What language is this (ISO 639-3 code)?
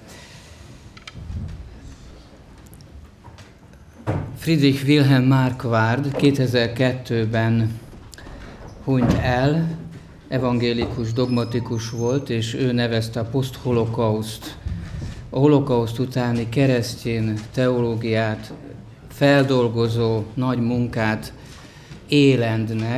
hun